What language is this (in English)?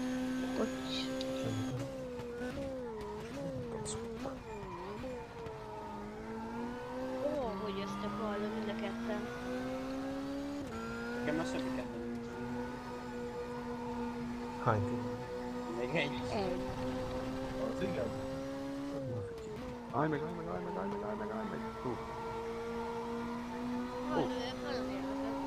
Hungarian